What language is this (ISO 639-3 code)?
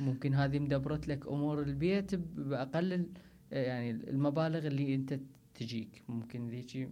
acm